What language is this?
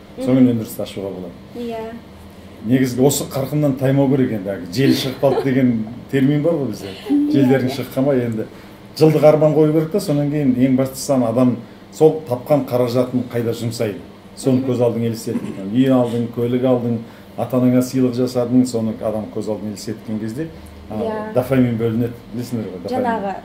Kazakh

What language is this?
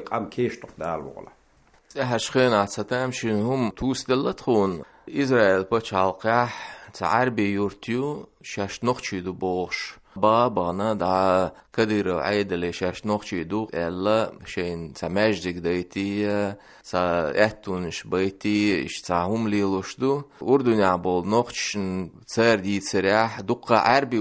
Chechen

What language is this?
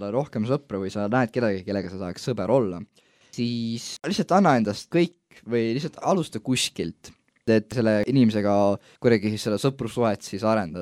Estonian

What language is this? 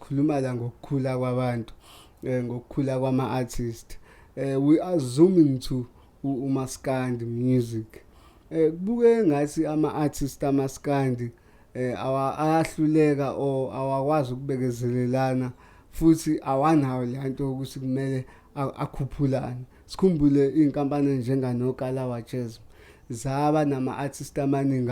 Zulu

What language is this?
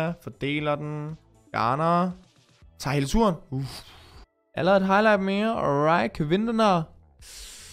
Danish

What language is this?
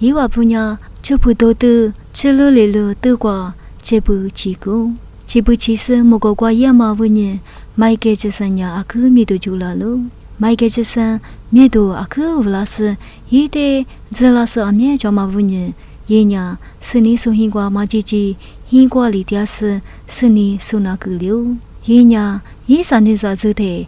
Lisu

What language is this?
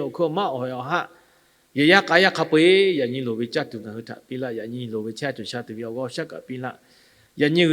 Lahu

